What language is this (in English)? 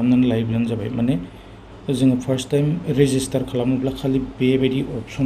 Bodo